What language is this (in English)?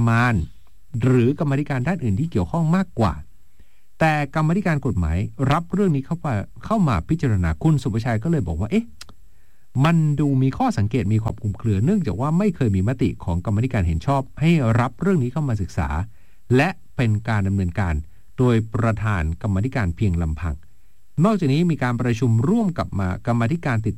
Thai